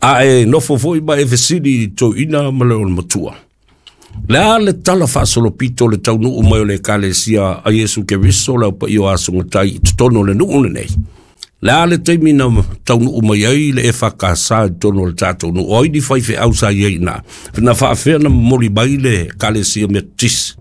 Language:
Samoan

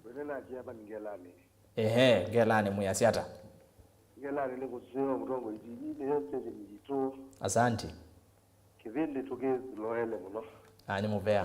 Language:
Kamba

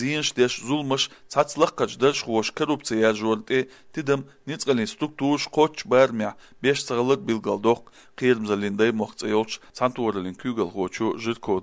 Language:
Chechen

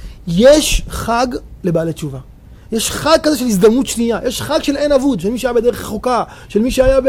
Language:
Hebrew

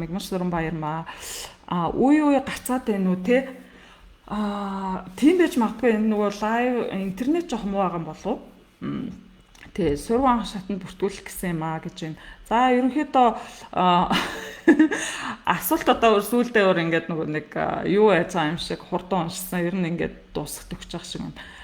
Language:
Mongolian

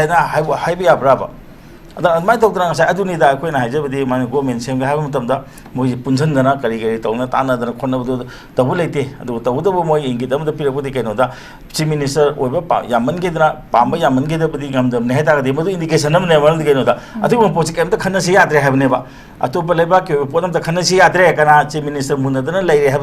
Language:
Manipuri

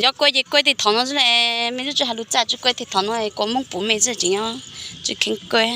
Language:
Hmong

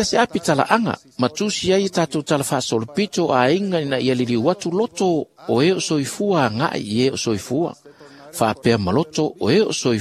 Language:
Samoan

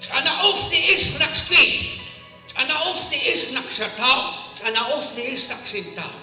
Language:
Kekchí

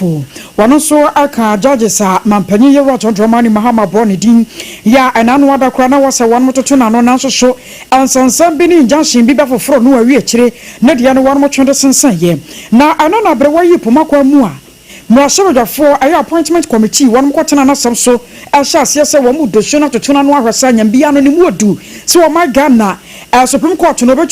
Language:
Akan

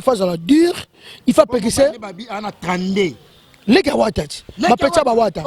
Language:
Lingala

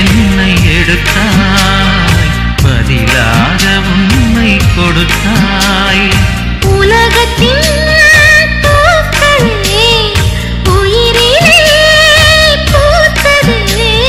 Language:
Tamil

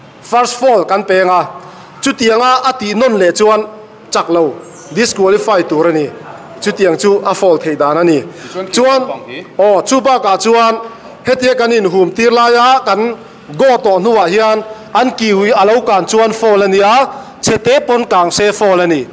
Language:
Mizo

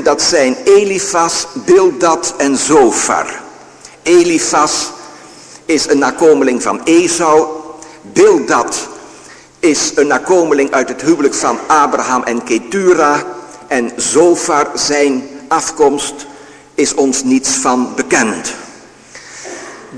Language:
Dutch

